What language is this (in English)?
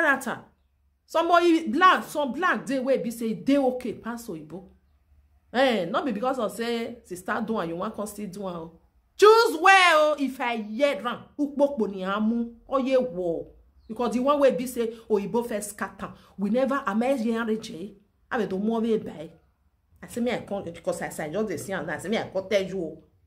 Nigerian Pidgin